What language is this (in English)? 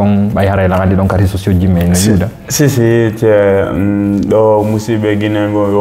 Fula